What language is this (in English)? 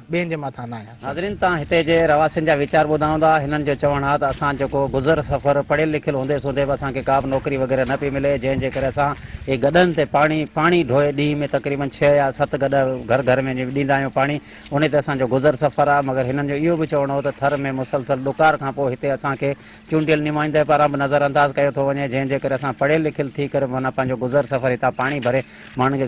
Sindhi